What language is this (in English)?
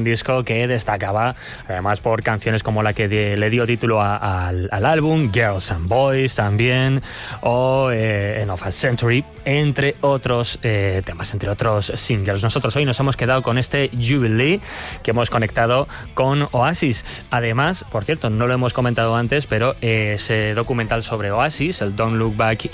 Spanish